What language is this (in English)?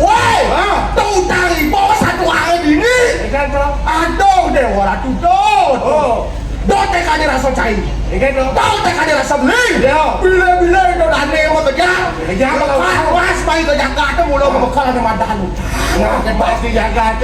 Balinese